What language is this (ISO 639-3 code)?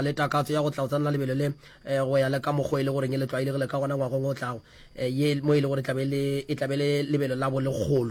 nso